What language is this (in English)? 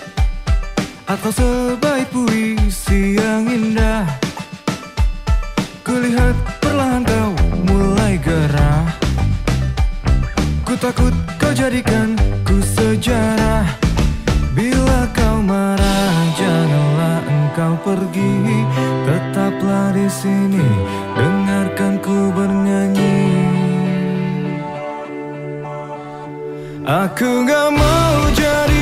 Indonesian